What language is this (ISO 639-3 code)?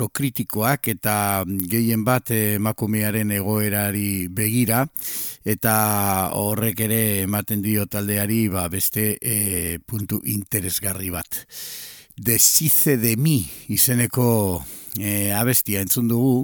eus